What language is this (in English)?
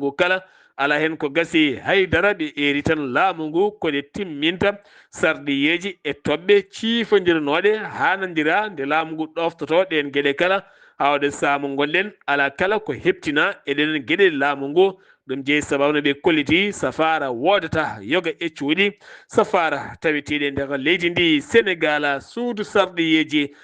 Fula